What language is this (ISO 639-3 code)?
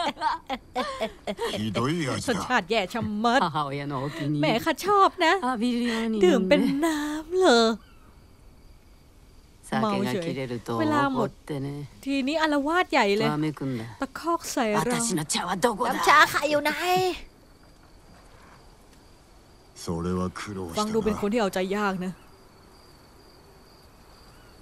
tha